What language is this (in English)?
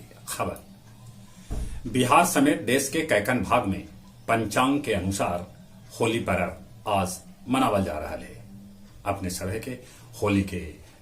Magahi